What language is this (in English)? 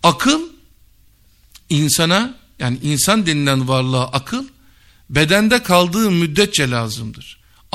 Turkish